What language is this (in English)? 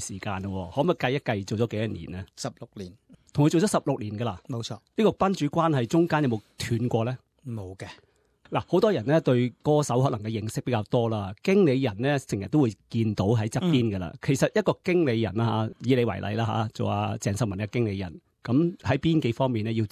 Cantonese